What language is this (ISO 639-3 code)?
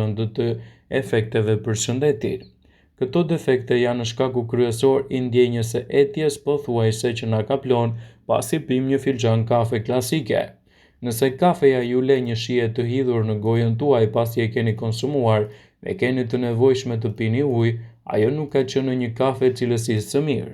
sqi